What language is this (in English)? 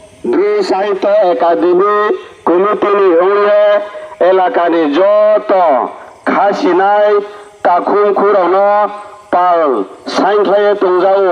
Riang (India)